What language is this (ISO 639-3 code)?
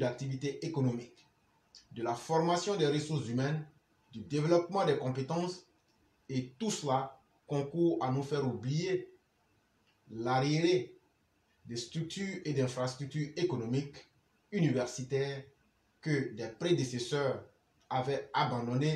fra